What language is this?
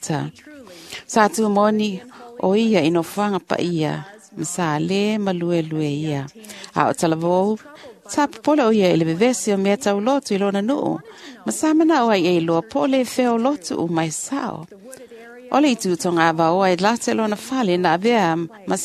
Samoan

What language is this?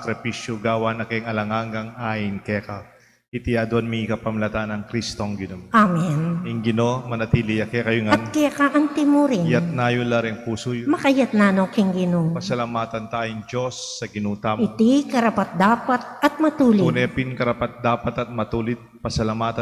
Pampanga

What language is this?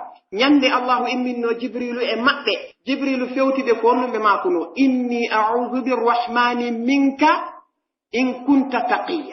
Pular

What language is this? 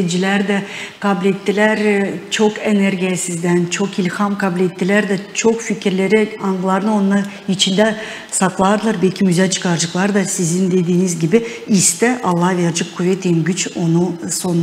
Gagauz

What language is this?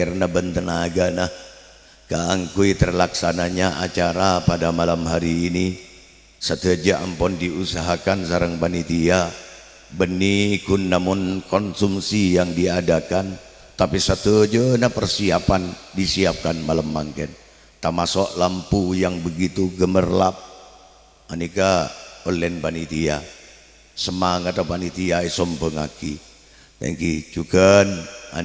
Madurese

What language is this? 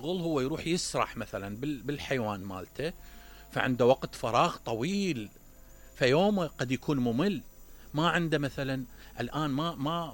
Mesopotamian Arabic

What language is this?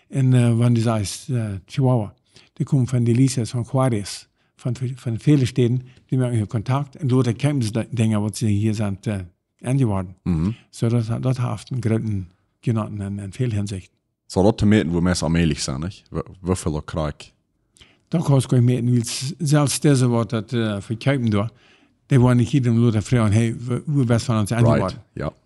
Plautdietsch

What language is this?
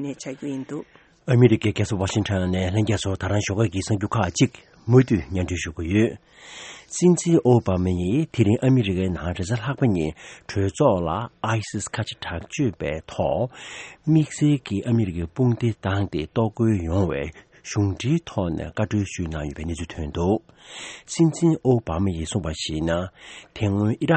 Tibetan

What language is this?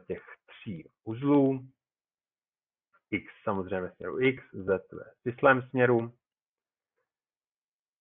Czech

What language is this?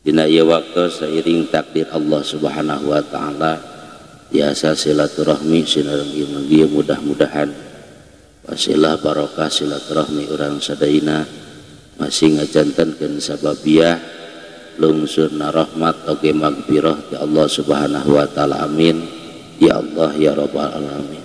Sundanese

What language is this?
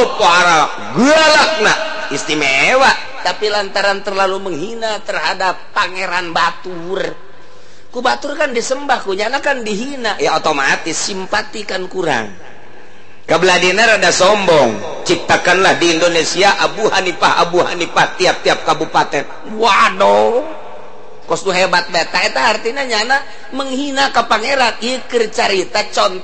Sundanese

